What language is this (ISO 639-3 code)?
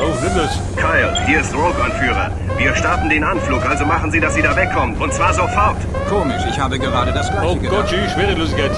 bar